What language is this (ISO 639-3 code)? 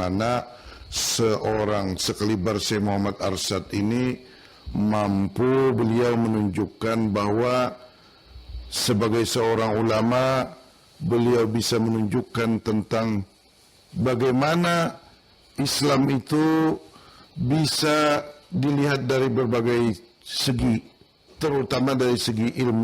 bjn